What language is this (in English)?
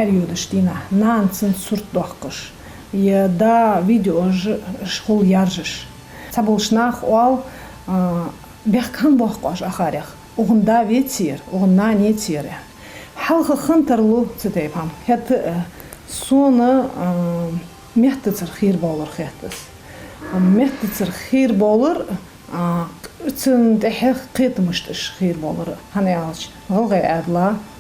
Ingush